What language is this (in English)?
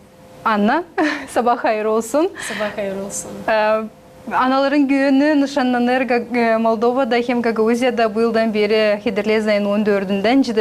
Gagauz